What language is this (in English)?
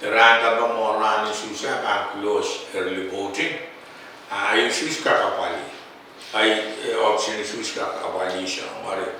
Pohnpeian